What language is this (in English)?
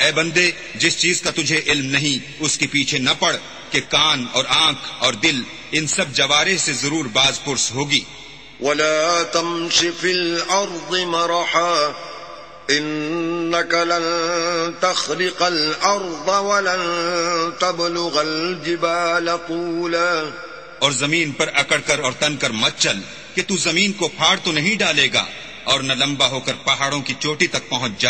Urdu